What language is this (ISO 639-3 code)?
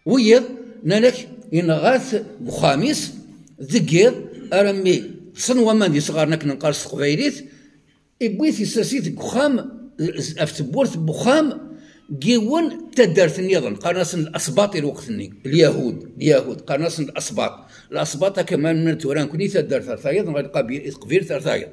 kab